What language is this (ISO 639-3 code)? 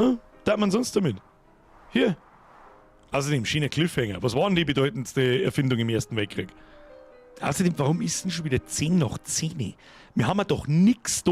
bar